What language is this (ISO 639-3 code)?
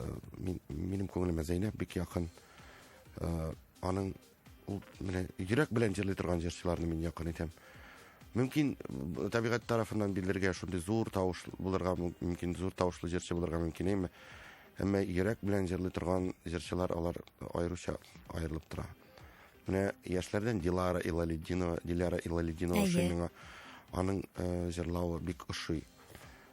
tat